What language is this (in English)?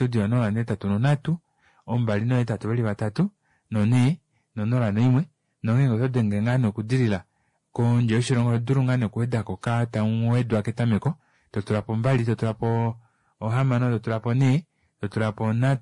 Kuanyama